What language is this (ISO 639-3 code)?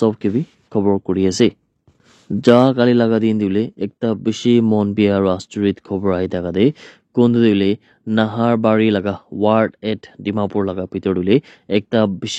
nag